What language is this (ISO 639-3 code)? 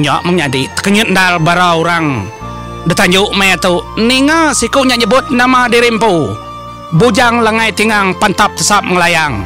iba